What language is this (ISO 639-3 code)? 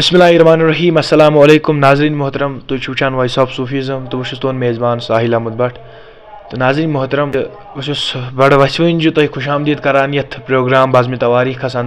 kas